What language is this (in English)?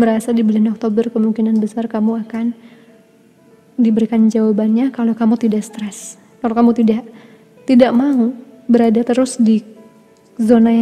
Indonesian